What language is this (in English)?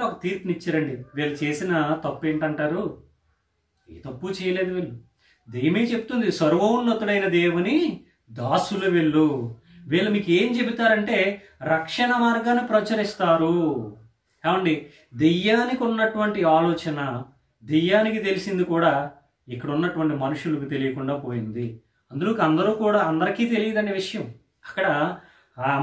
Telugu